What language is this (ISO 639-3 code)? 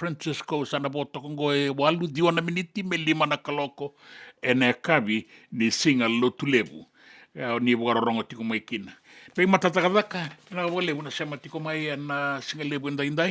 fij